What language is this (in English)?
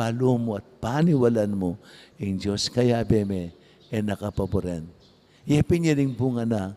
Pampanga